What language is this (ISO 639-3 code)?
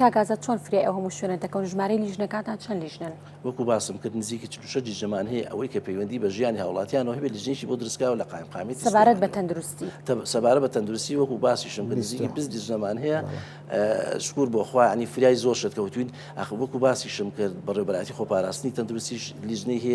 ckb